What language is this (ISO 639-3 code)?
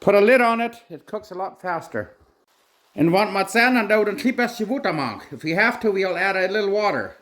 pdt